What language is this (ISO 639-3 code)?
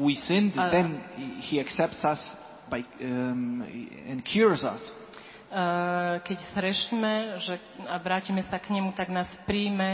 slk